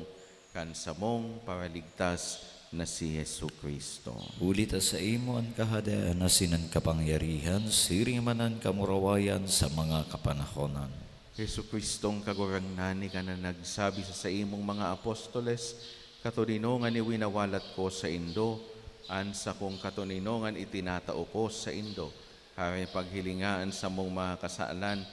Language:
Bikol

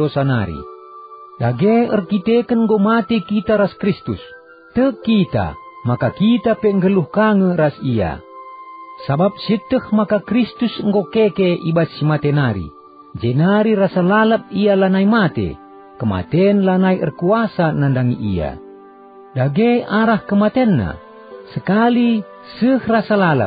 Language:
Batak Karo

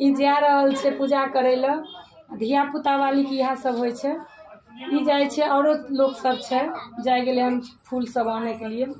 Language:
Maithili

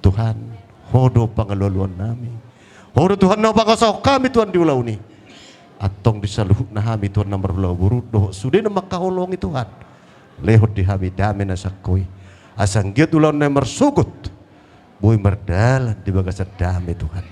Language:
Batak Toba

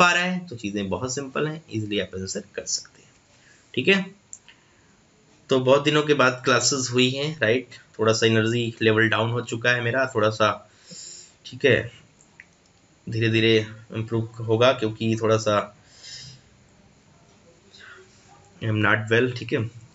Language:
Hindi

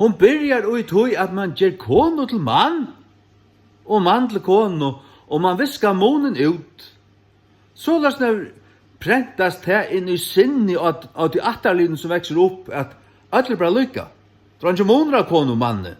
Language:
Faroese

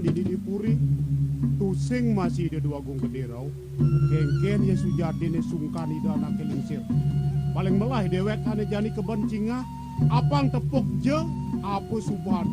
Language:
Balinese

